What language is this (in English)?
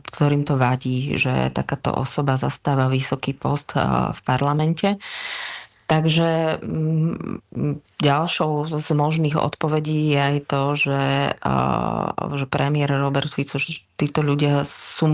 Slovak